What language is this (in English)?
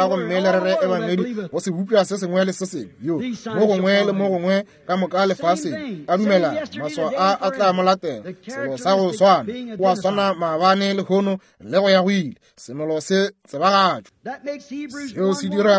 Northern Sotho